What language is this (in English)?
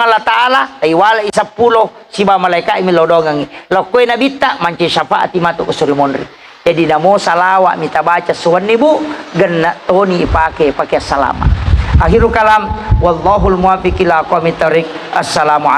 Buginese